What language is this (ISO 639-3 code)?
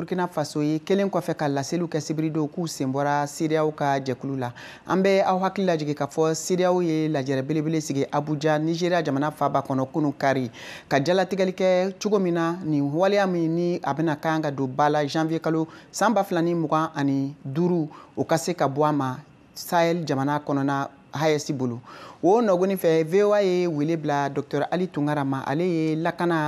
bam